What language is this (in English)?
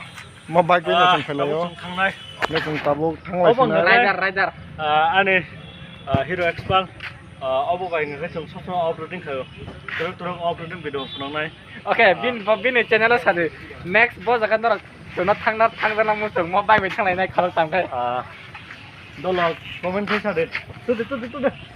Kok Borok